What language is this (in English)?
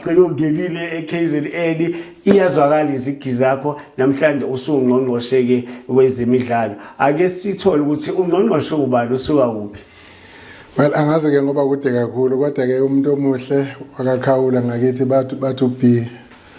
Zulu